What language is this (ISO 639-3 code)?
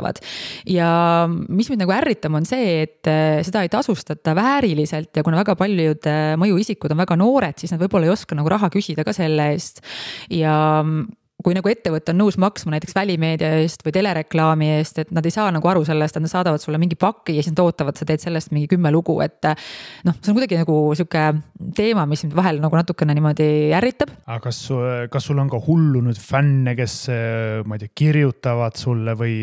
est